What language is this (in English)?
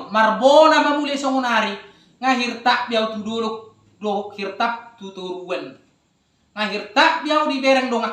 Batak Toba